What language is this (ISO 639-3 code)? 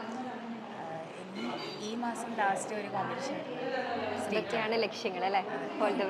mal